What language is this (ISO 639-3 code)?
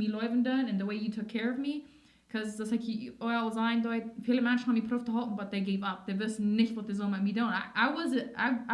pdt